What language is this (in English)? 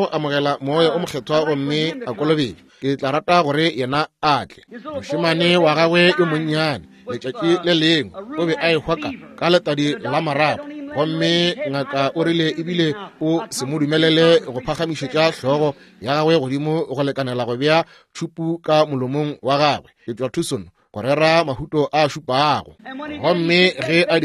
Northern Sotho